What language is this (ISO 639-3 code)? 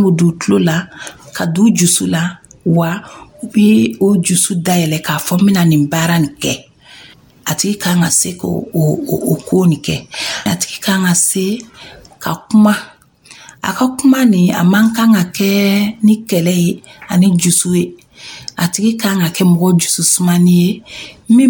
dyu